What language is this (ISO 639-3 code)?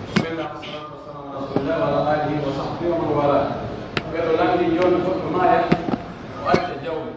fuf